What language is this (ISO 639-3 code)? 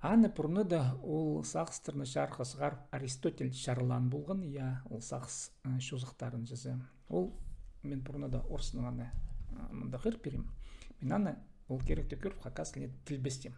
kjh